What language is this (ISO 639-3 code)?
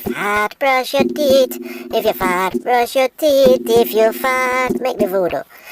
jam